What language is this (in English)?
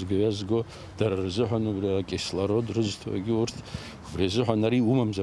Abkhazian